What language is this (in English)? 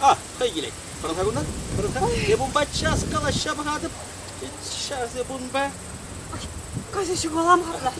Chuvash